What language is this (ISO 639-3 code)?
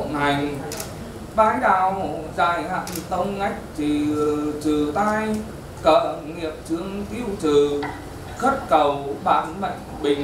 vie